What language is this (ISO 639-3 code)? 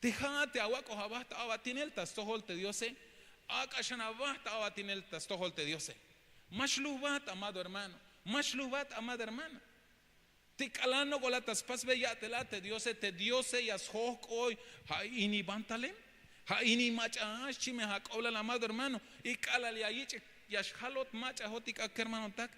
tzh